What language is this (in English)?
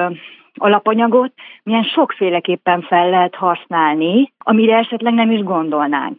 Hungarian